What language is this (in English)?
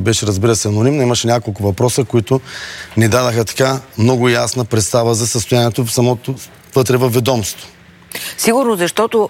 Bulgarian